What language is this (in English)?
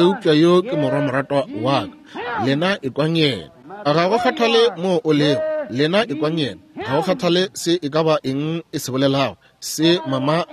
Northern Sotho